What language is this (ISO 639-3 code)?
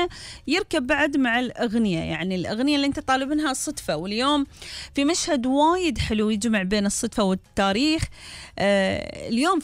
afb